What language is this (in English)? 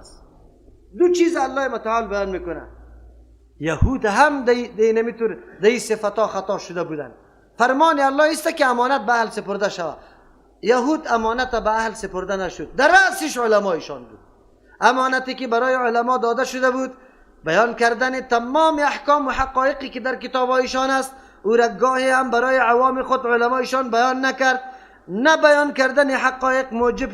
Persian